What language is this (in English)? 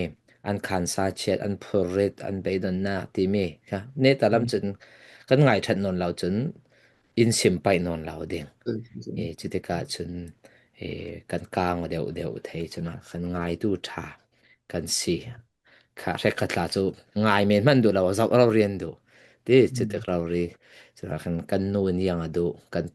Falam Chin